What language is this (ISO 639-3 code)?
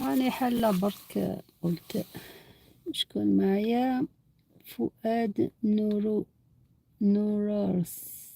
arq